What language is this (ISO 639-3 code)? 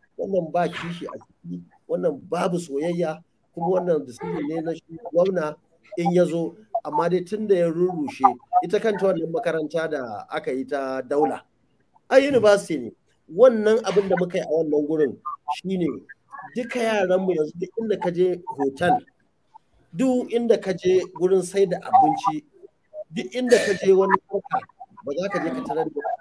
hau